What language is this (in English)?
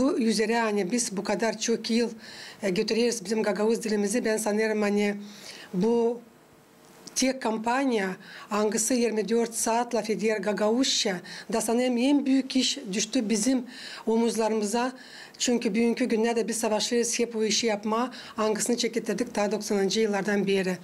Gagauz